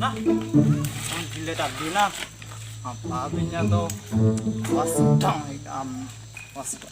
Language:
Banjar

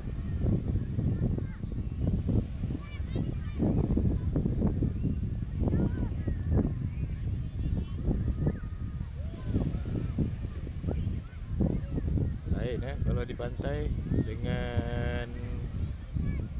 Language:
Malay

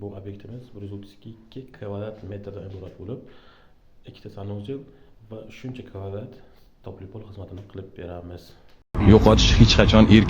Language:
Uzbek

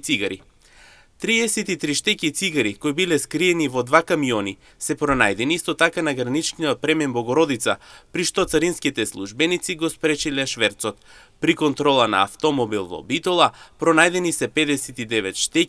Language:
Macedonian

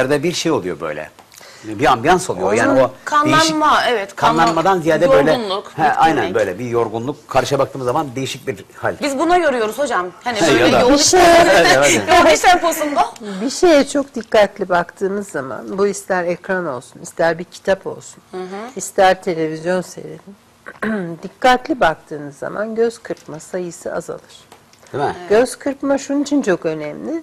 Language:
Turkish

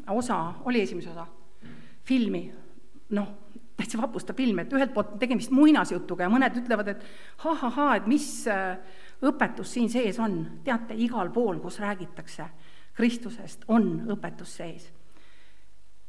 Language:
Estonian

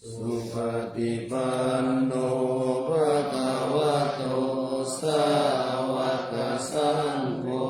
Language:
Pali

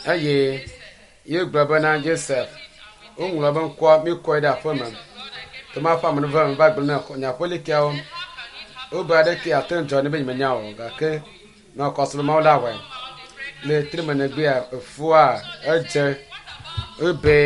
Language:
Ewe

